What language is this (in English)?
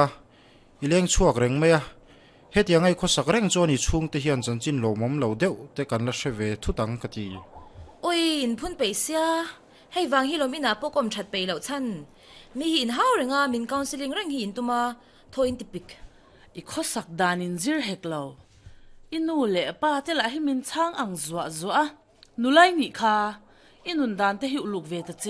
Mizo